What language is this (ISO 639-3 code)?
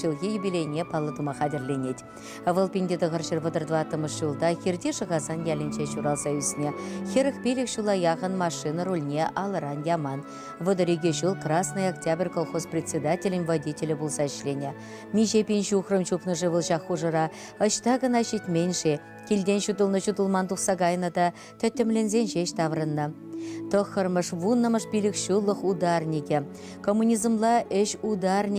chv